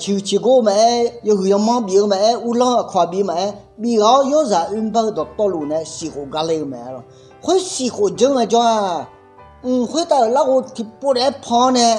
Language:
Akha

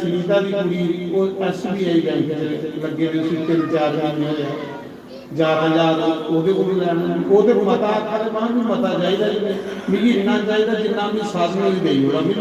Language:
Dogri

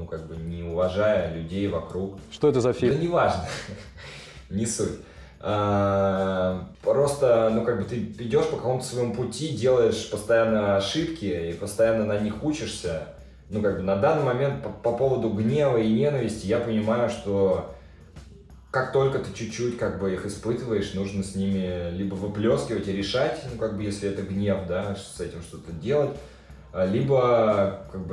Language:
Russian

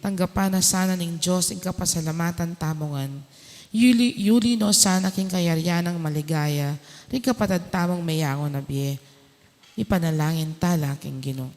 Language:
Pampanga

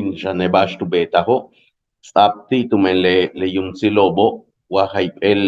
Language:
Yucateco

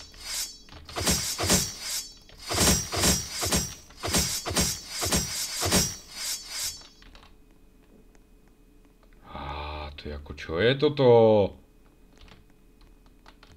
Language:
Slovak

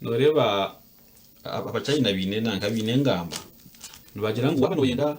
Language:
Nyankole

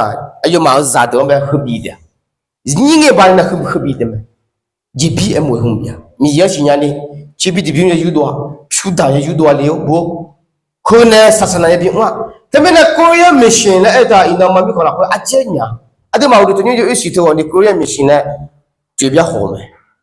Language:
Akha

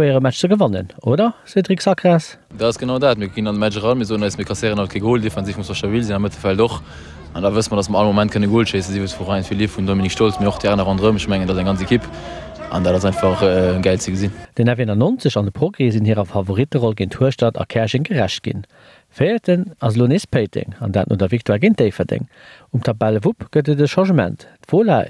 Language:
Luxembourgish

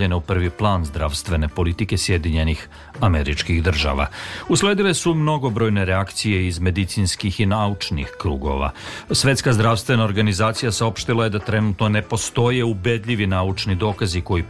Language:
Serbian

